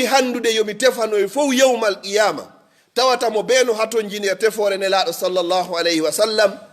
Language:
Fula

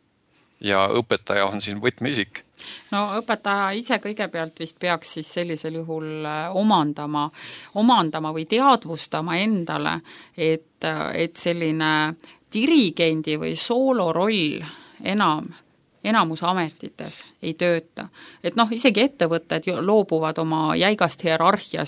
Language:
Estonian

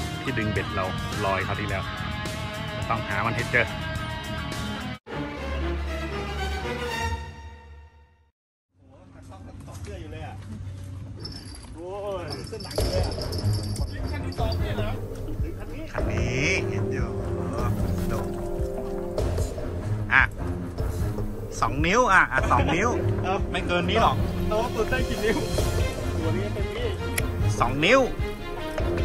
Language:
Thai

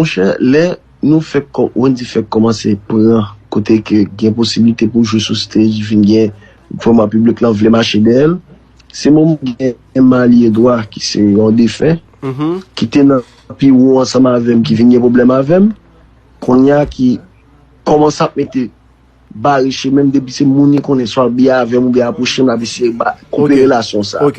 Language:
Haitian Creole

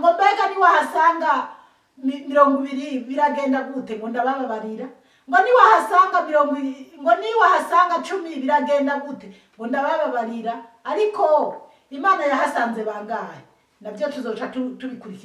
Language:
Rundi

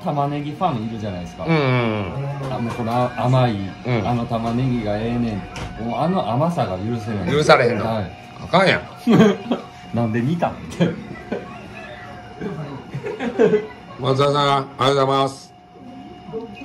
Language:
Japanese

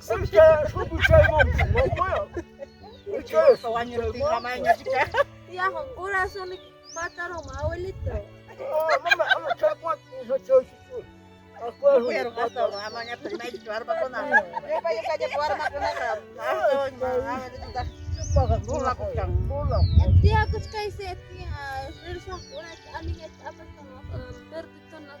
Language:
Ayacucho Quechua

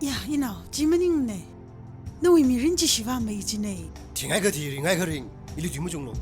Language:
Tangkhul Naga (India)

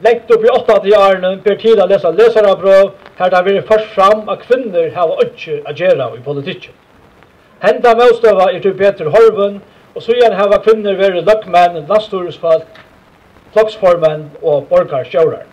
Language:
Faroese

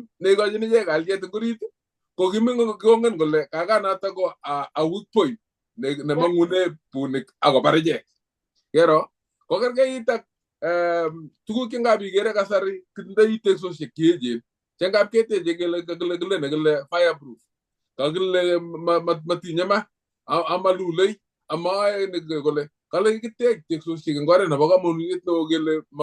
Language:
Kalenjin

